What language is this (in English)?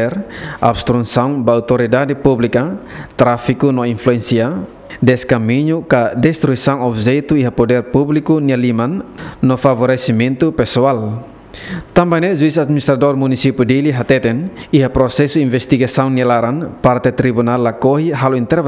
Tetum